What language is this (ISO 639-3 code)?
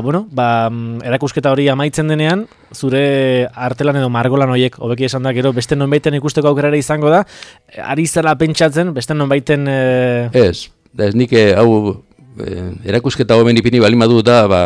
eus